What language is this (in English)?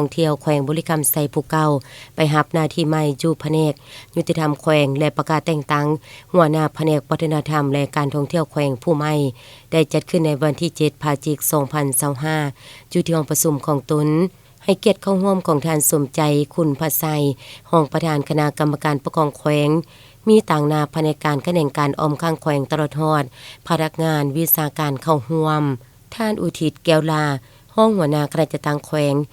Lao